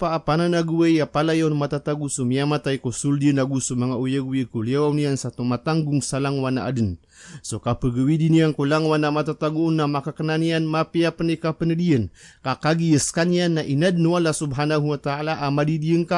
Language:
Maranao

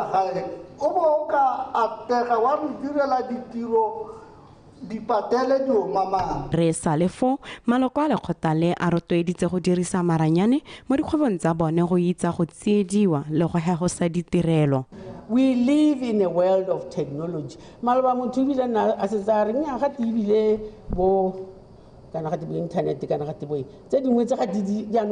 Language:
Tswana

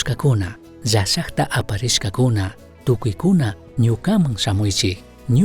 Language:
Chimborazo Highland Quichua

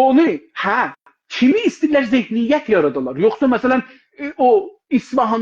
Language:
South Azerbaijani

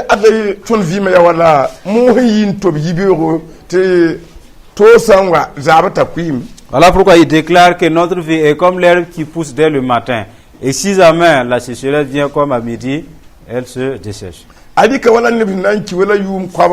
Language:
Mossi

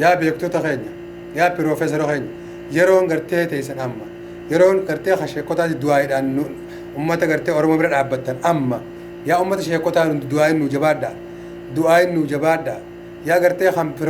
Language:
Oromo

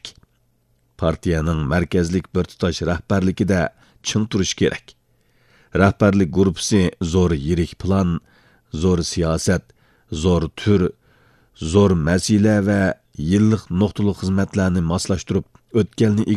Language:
Uyghur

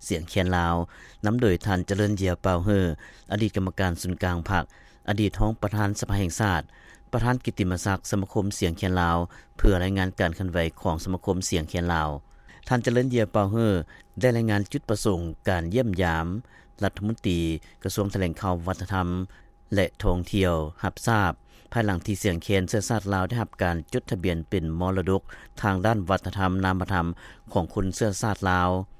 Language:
Lao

